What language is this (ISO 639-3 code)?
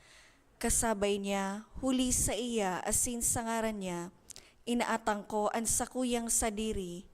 bik